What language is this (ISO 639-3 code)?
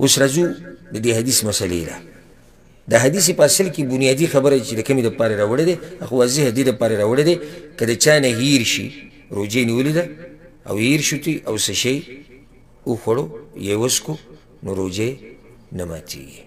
pus